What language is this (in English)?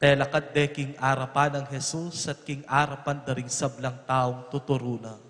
Pampanga